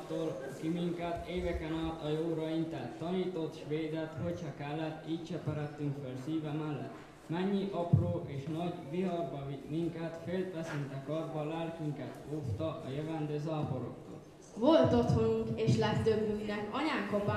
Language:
Hungarian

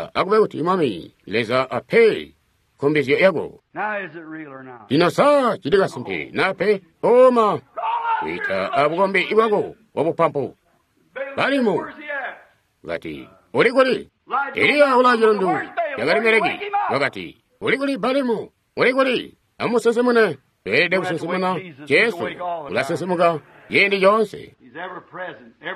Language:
Tonga (Zambia)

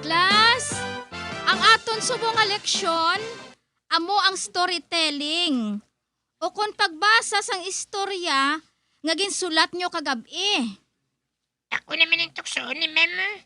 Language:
Hiligaynon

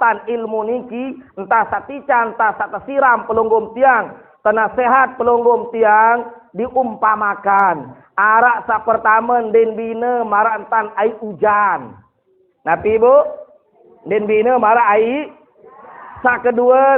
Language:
Sasak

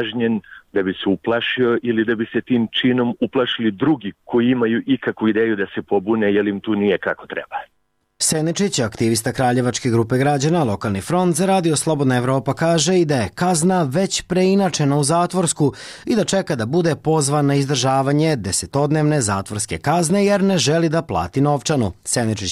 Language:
Serbian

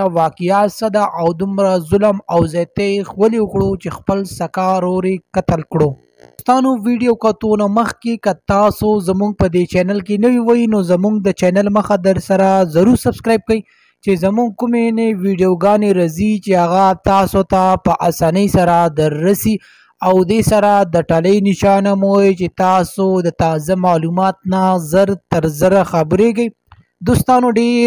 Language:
Pashto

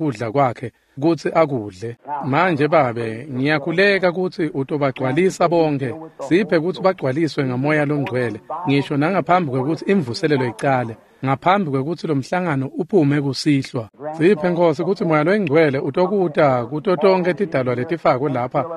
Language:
Swati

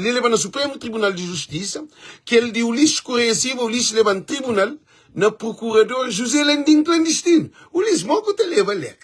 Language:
Kabuverdianu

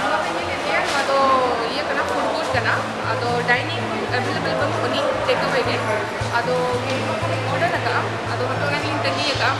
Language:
Santali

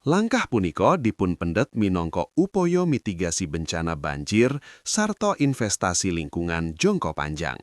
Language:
Javanese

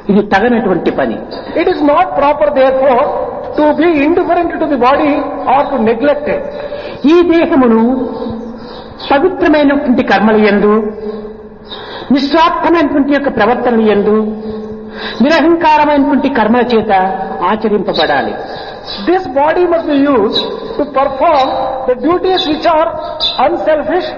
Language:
Telugu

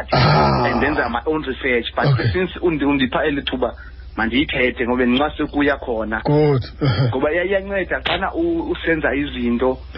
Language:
Xhosa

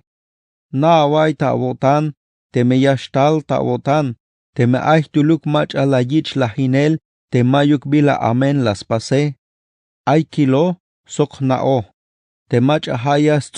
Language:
Tzeltal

